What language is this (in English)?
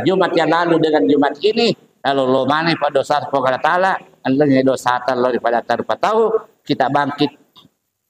Buginese